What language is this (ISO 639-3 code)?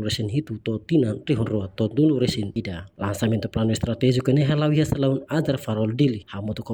tet